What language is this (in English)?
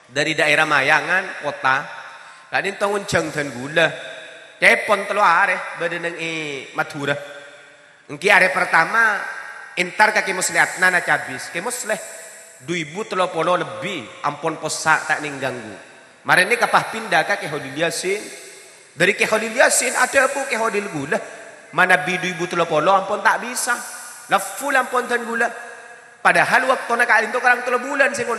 Madurese